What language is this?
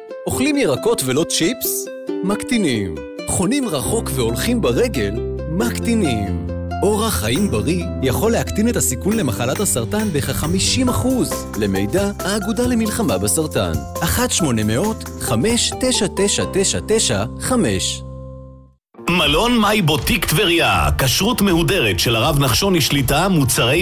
Hebrew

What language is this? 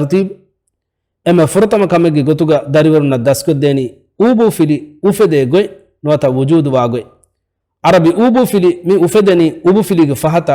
Divehi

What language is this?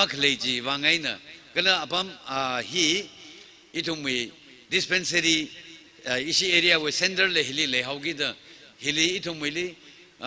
Tangkhul Naga (India)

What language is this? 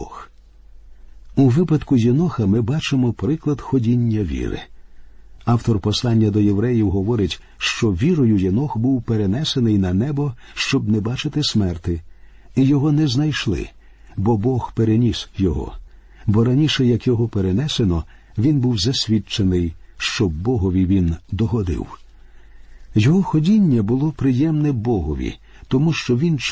Ukrainian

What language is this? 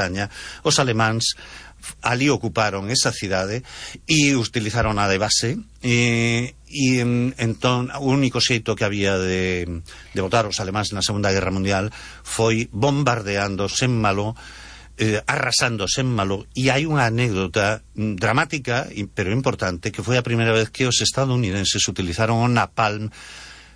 Galician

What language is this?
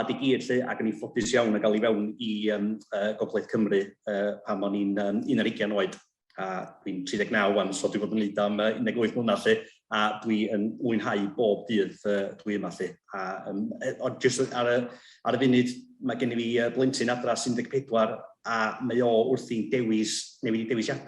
Welsh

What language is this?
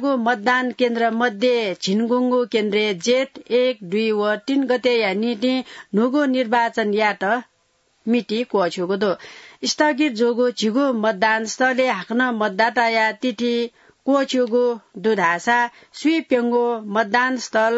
Newari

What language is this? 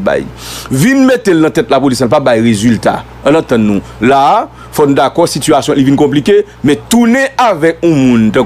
Haitian Creole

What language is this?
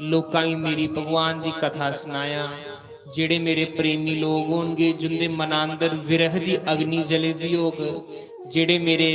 Dogri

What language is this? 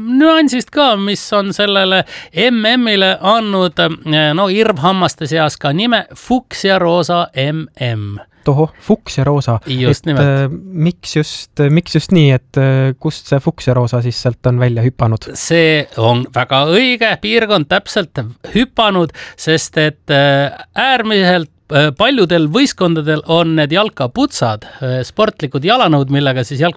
Estonian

